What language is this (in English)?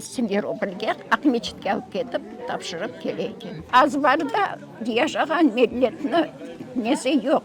Crimean Tatar